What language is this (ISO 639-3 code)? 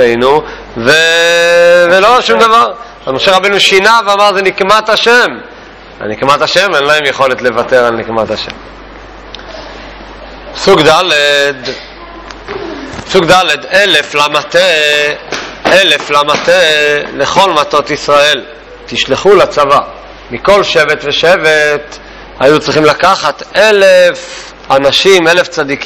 heb